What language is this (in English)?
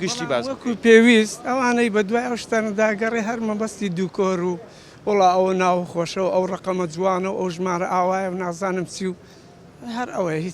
Central Kurdish